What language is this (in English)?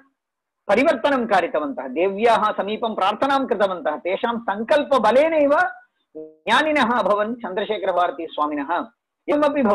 Sanskrit